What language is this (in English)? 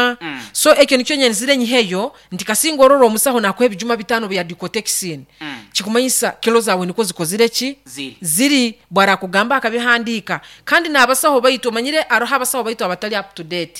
Nyankole